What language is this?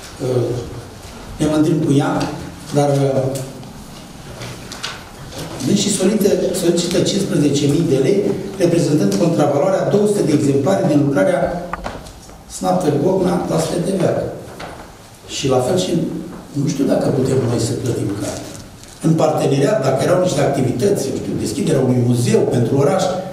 Romanian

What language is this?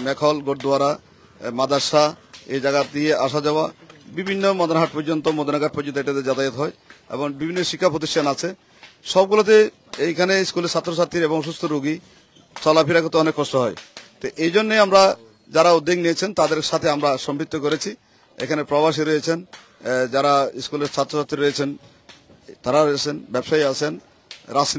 Bangla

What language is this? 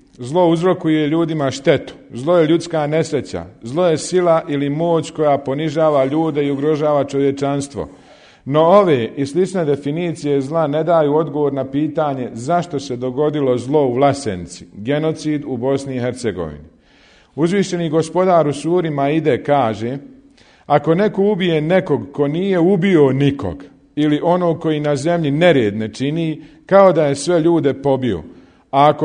Bosnian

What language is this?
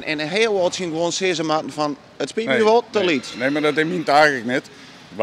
Western Frisian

